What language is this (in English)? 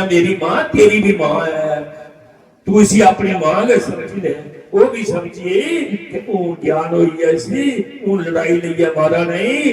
Dogri